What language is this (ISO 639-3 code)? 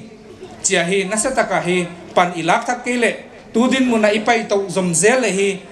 pck